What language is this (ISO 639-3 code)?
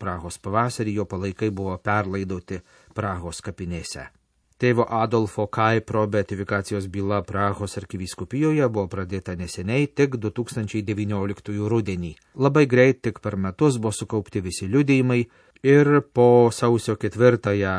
lit